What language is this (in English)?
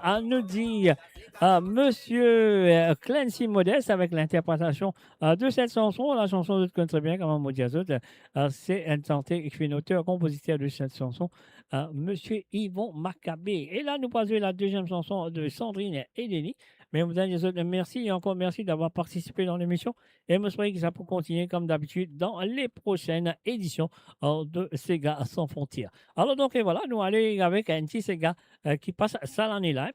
Morisyen